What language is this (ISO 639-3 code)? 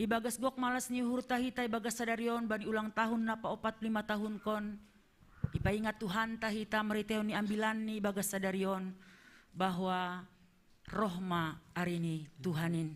bts